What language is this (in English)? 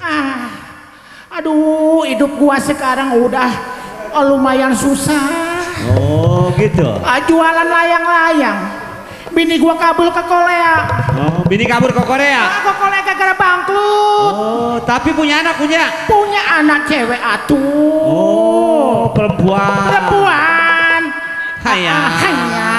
Betawi